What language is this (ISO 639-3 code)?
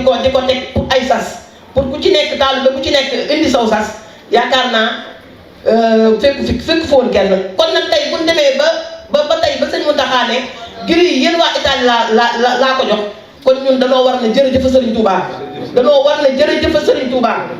wol